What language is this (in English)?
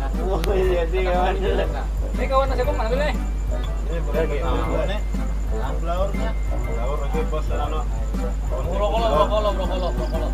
Banjar